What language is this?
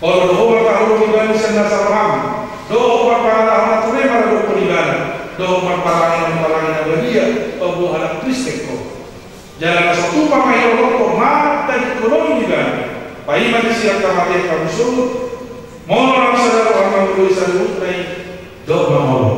Batak Toba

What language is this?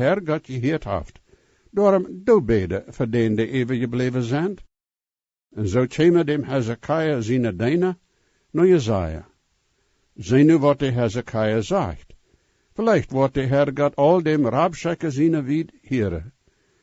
Plautdietsch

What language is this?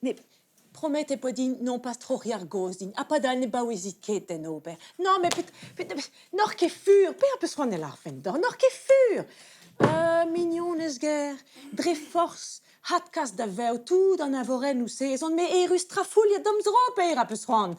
Breton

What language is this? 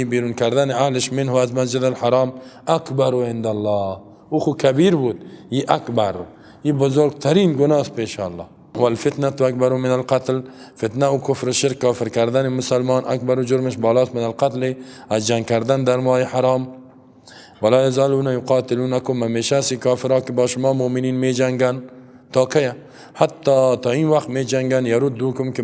Persian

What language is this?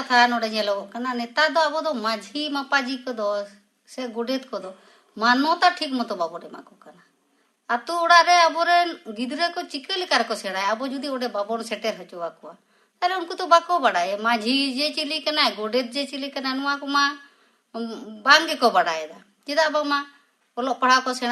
Santali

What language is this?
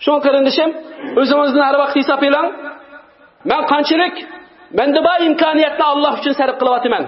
Uyghur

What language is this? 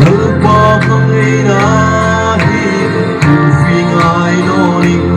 Hmar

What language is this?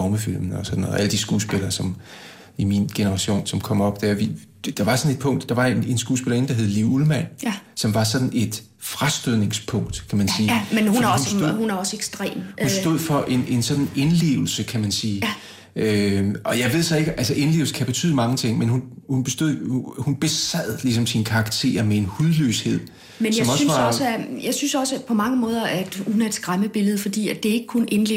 Danish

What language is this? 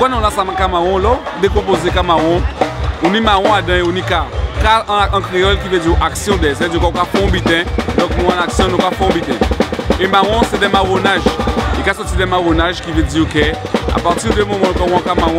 Guadeloupean Creole French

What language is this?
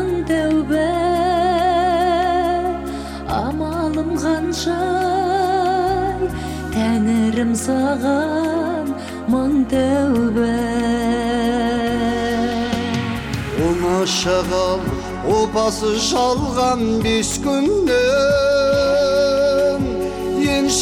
Kazakh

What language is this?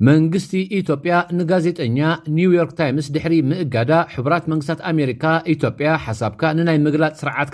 Tigrinya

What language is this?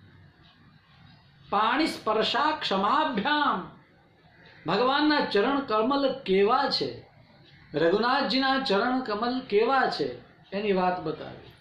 Gujarati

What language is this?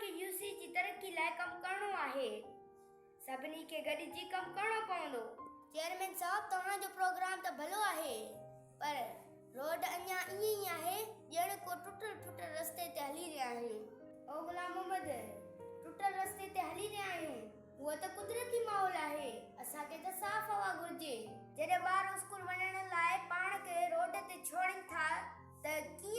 Sindhi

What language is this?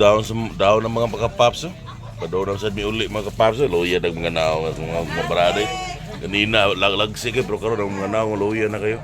Cebuano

